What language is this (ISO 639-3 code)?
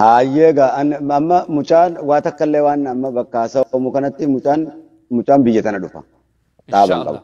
orm